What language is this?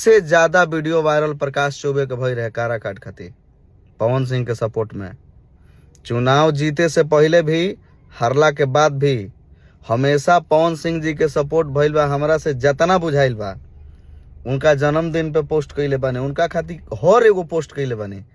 Bhojpuri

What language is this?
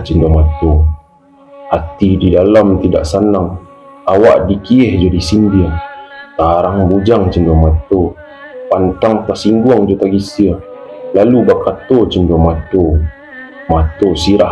Minangkabau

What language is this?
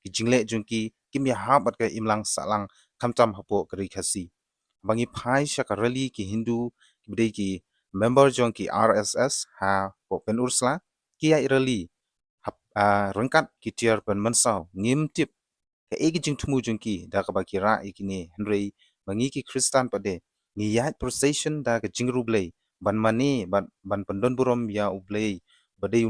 Khasi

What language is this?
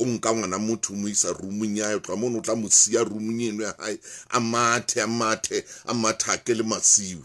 Southern Sotho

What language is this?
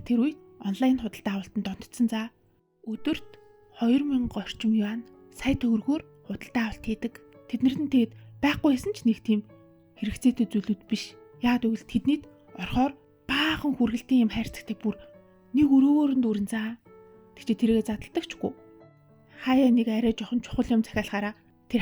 Mongolian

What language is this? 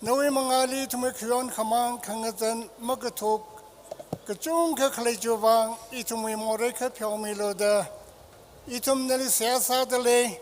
Tangkhul Naga (India)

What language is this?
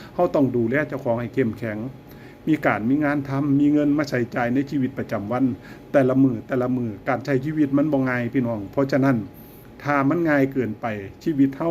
Northeastern Thai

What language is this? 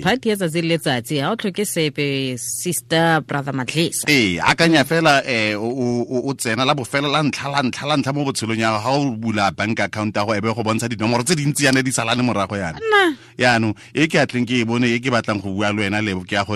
Tswana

